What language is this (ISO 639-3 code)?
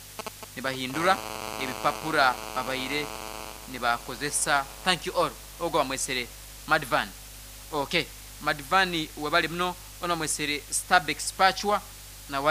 nyo